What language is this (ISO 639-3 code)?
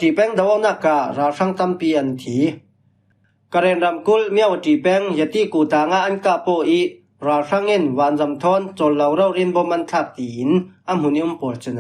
cfm